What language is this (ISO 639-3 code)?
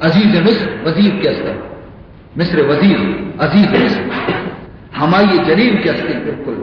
bal